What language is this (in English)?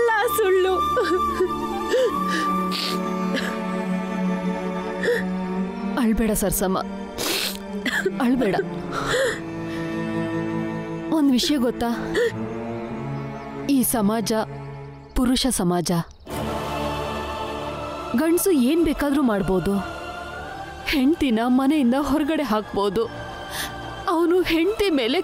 Kannada